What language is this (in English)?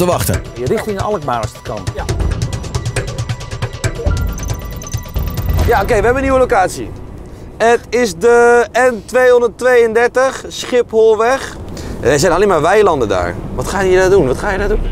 Dutch